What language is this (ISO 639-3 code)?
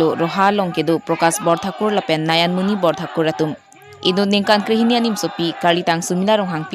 mjw